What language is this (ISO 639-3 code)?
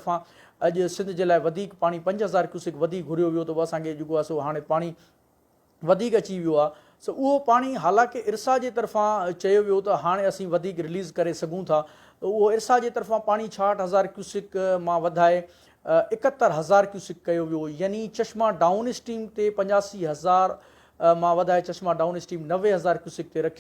snd